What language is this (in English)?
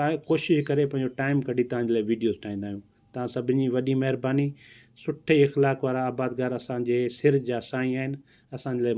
Sindhi